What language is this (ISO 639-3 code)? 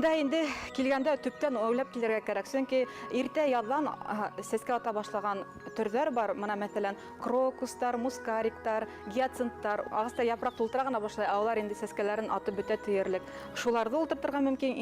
bak